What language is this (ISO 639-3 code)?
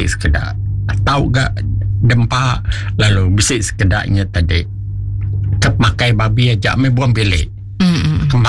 iba